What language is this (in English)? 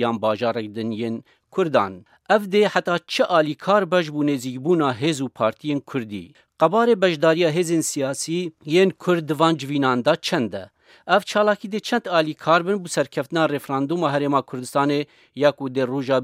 Kurdish